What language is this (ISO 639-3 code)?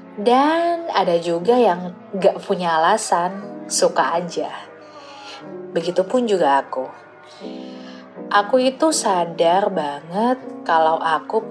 ind